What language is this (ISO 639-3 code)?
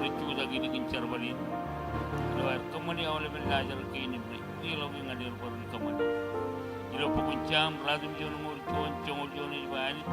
mah